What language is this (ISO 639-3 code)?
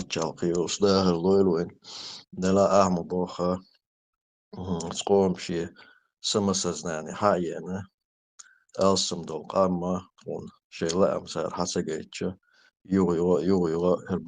che